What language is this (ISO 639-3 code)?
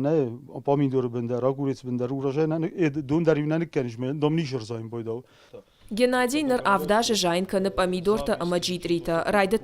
oss